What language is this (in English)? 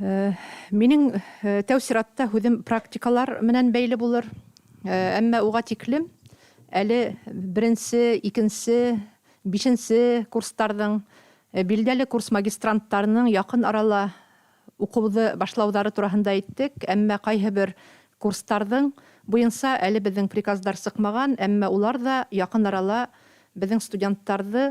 Bashkir